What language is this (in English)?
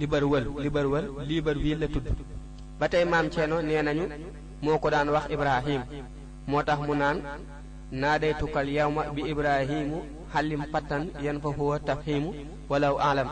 Wolof